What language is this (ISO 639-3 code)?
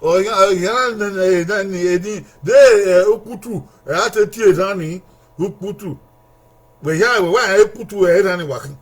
bin